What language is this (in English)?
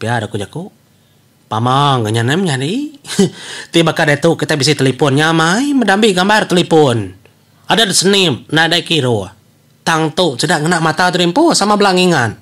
Iban